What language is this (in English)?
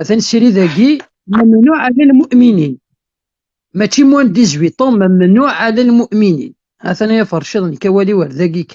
Kabyle